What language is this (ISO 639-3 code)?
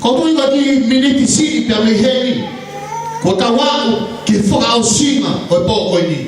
ton